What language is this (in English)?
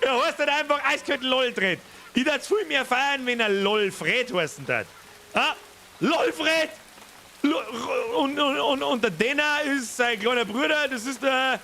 Bavarian